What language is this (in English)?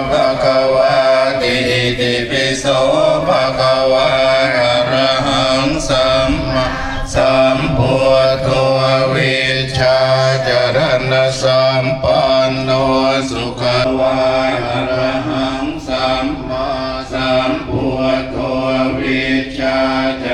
Pali